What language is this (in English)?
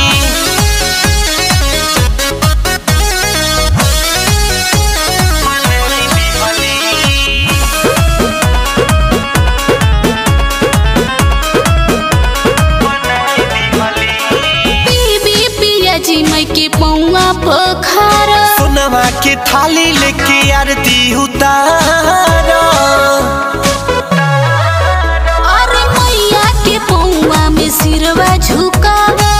Bhojpuri